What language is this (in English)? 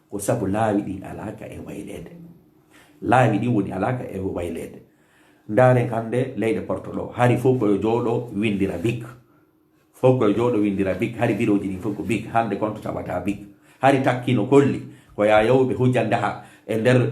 Fula